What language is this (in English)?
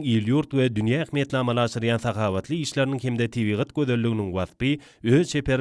Turkmen